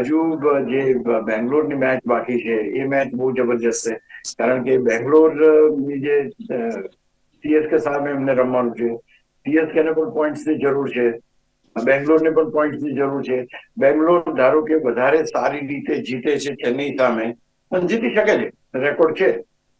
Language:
Gujarati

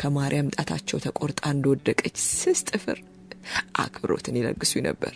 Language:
Amharic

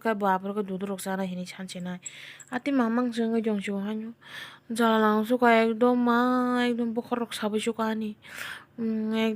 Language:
Kok Borok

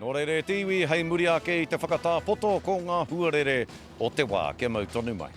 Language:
Māori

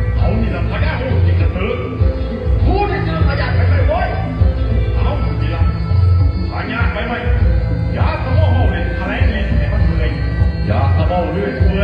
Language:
Lao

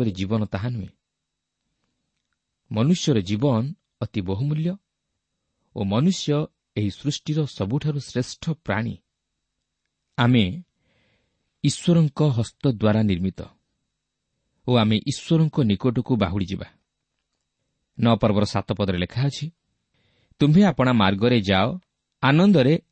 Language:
Odia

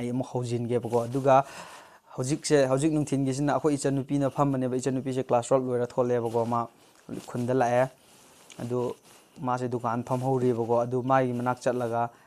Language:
Manipuri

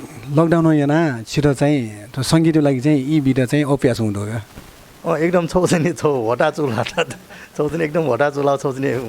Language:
Newari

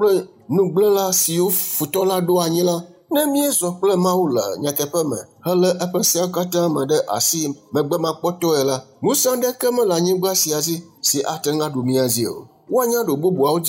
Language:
Ewe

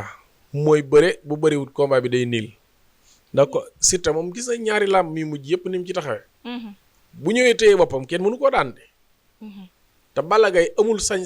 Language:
Wolof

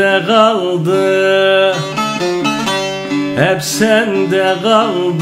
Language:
Turkish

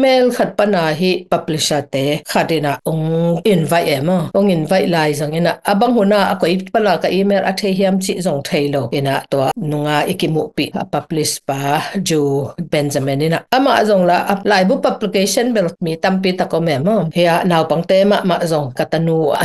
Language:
Tedim Chin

